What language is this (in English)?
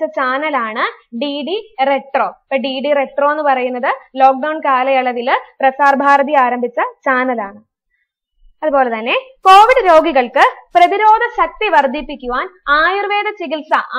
Malayalam